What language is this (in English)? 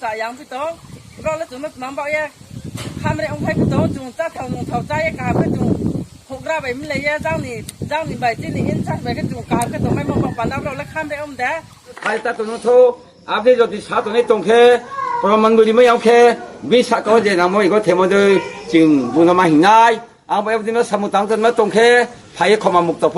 Riang (India)